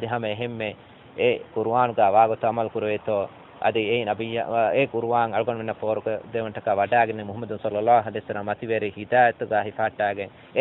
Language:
Divehi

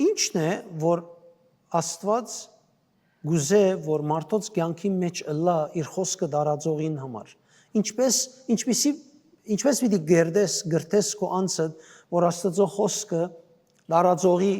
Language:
Western Armenian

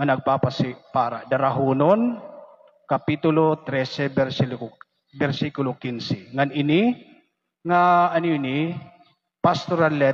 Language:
Waray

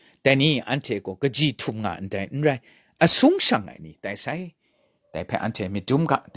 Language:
Kachin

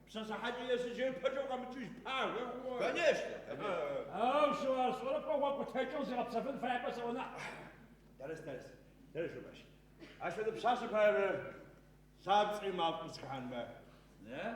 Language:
Adyghe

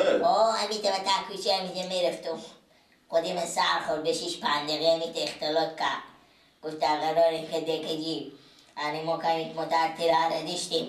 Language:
Persian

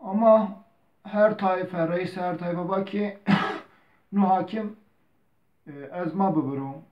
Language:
Zaza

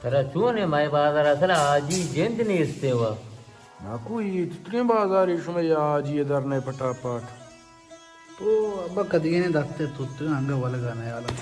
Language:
Baluchi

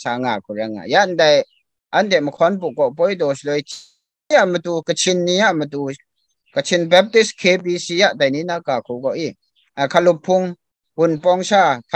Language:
Kachin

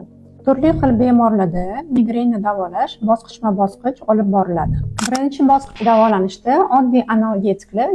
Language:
Uzbek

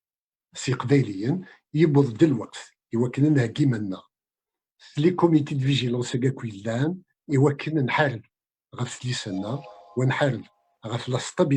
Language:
Kabyle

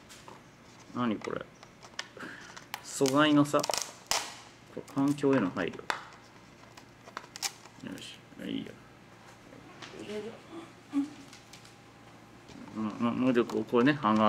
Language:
Japanese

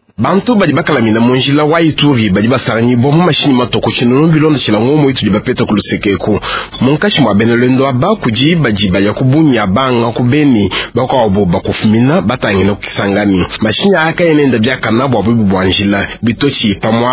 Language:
Luba-Lulua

